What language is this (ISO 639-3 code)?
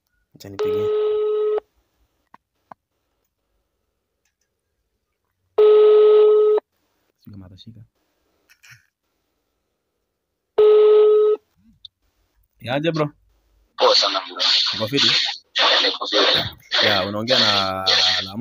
swa